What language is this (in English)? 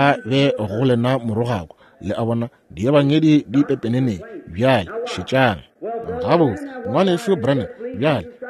Northern Sotho